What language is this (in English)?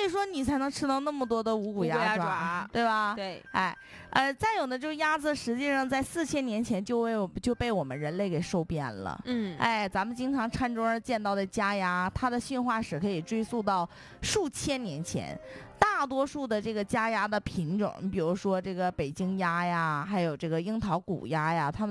Chinese